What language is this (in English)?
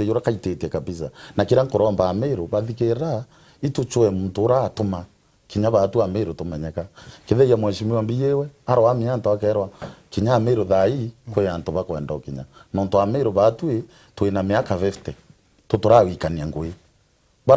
Meru